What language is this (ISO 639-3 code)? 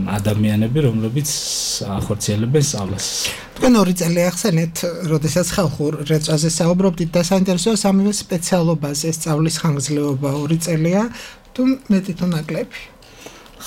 kat